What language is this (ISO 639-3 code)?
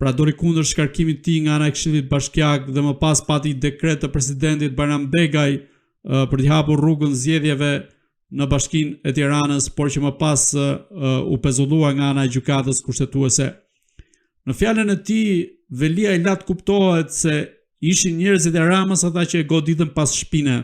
sqi